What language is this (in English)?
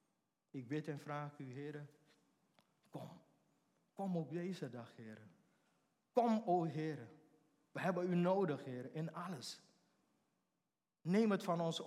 Dutch